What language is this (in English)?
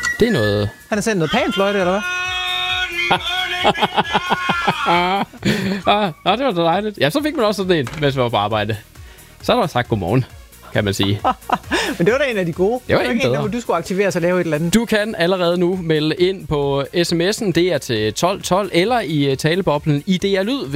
Danish